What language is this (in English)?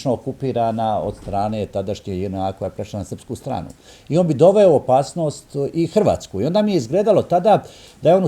Bosnian